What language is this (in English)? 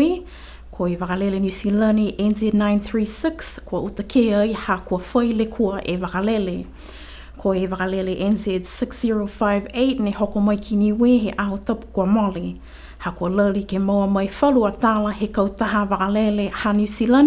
Niuean